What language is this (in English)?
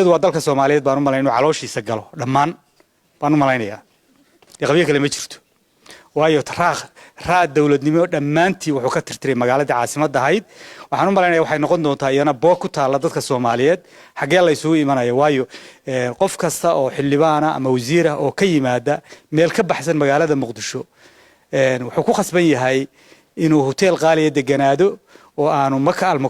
Somali